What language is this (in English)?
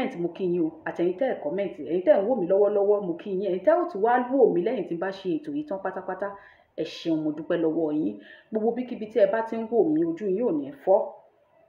Yoruba